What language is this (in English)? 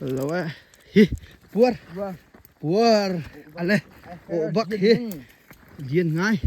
Hakha Chin